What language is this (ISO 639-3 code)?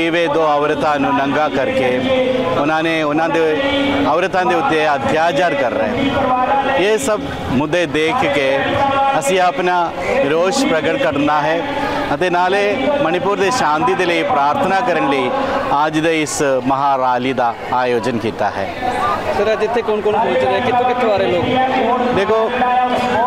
pan